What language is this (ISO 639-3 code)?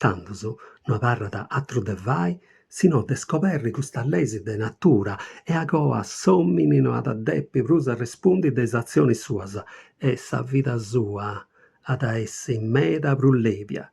srd